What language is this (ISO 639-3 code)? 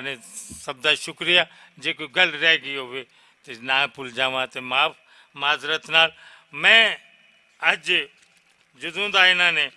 lah